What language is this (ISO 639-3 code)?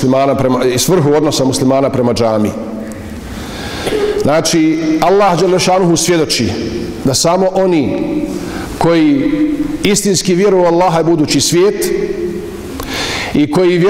bos